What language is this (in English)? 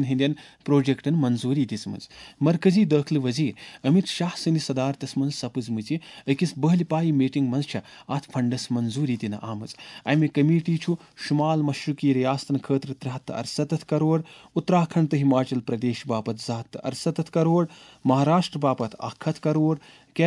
Kashmiri